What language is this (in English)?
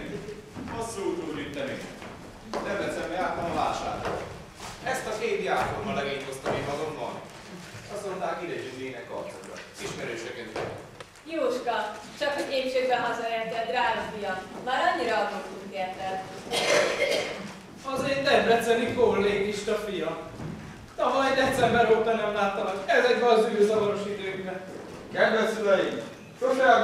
Hungarian